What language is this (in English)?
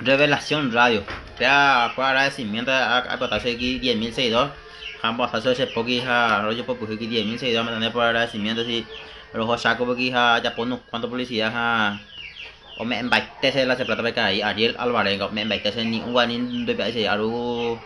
Guarani